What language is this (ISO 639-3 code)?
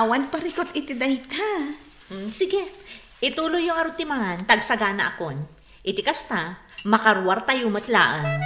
ilo